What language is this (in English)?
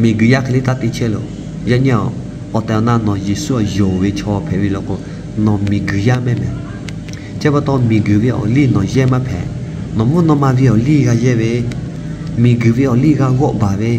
Lahu